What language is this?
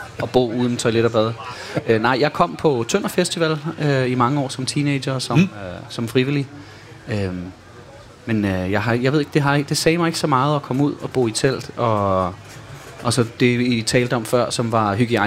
Danish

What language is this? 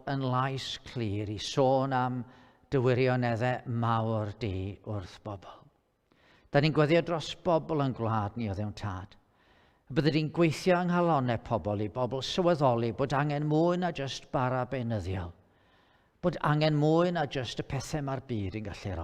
Welsh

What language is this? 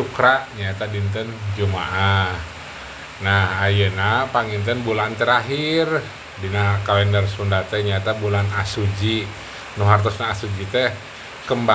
Sundanese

